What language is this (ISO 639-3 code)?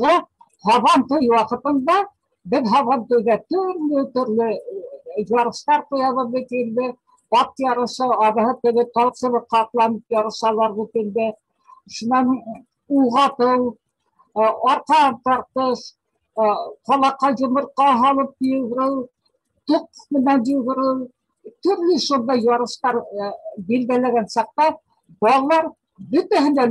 bak